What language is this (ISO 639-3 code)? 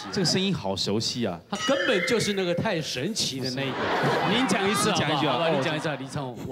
zho